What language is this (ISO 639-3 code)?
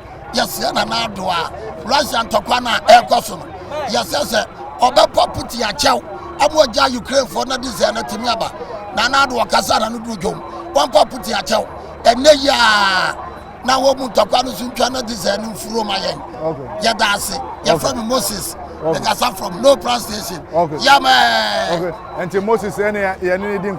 aka